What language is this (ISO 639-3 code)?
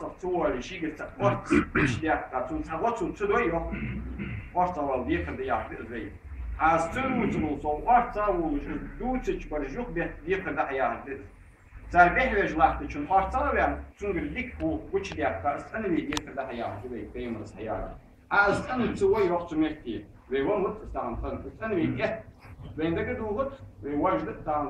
inh